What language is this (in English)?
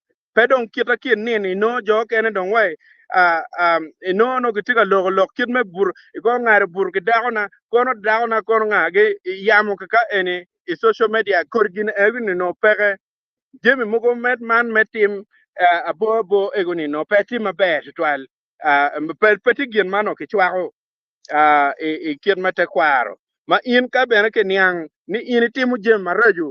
Acoli